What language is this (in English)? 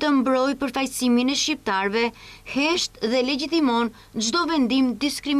Albanian